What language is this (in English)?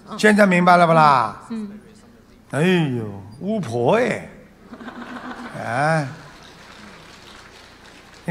Chinese